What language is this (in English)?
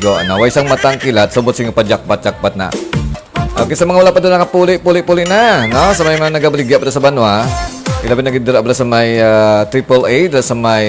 Hiligaynon